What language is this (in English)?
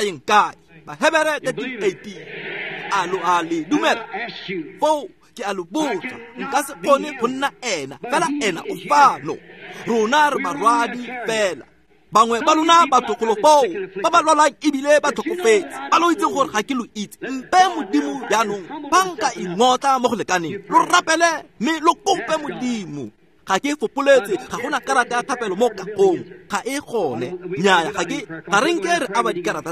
Tswana